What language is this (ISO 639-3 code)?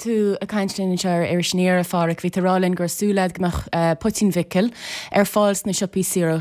gle